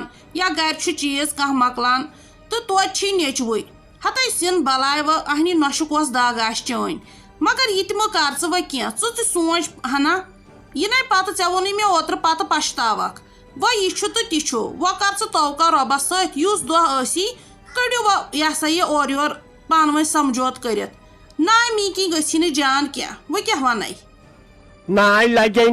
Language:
Kashmiri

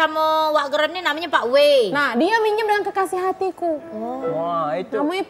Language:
Musi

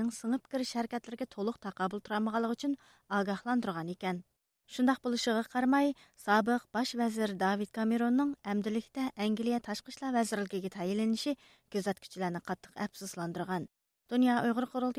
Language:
Uyghur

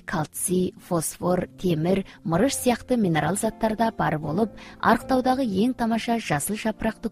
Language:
Kazakh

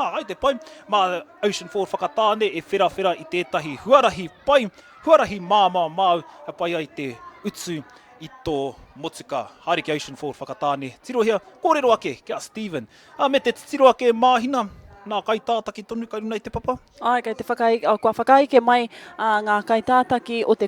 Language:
Māori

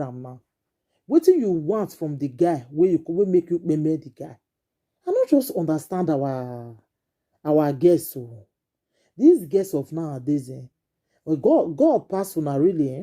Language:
Nigerian Pidgin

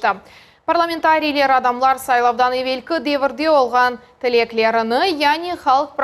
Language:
Crimean Tatar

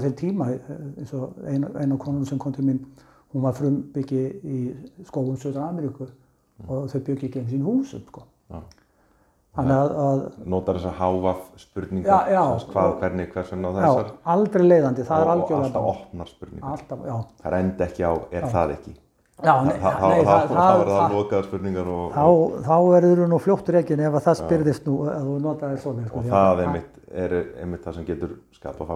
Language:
Icelandic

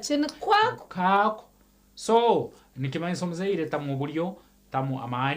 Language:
Nyankole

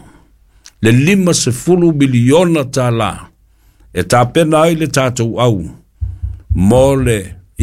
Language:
Samoan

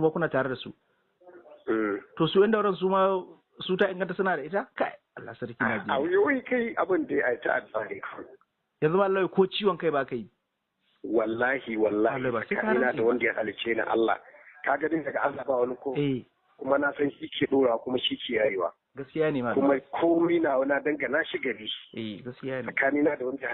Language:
Hausa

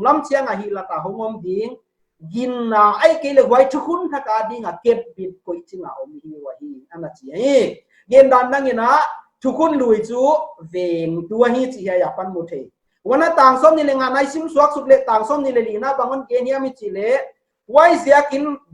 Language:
Paite Chin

